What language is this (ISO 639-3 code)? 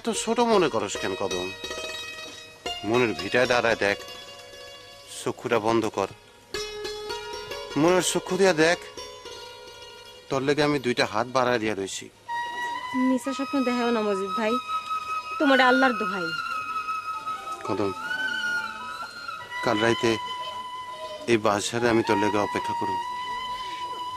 ben